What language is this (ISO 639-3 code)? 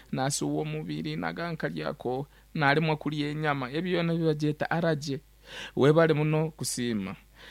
nyo